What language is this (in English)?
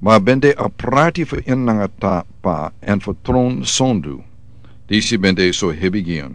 Sranan Tongo